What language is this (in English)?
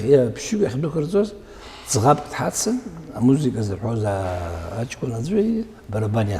Abkhazian